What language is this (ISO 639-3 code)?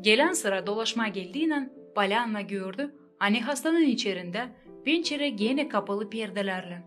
gag